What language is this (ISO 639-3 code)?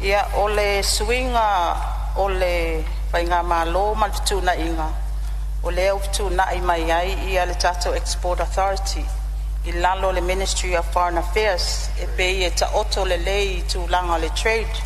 smo